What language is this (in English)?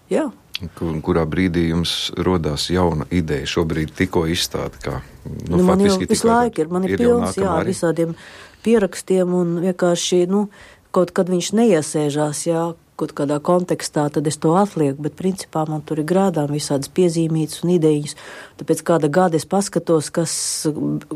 Latvian